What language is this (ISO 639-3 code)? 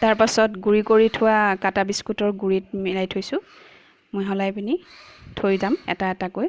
asm